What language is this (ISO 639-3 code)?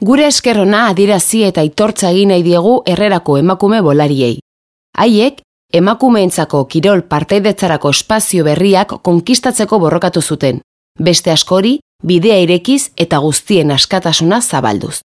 eus